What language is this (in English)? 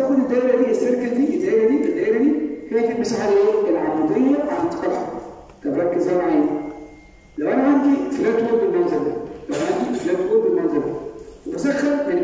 Egyptian Arabic